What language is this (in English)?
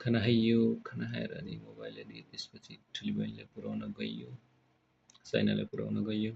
Nepali